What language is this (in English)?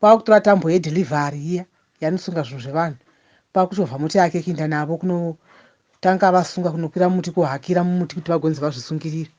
Shona